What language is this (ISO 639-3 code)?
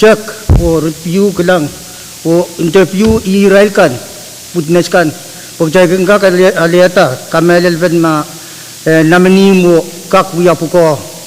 pon